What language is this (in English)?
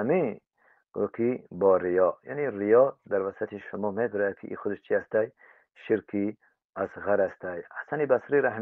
Tajik